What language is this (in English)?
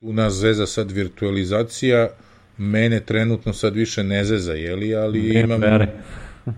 Serbian